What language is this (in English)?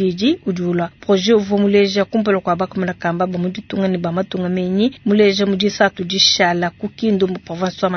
Luba-Lulua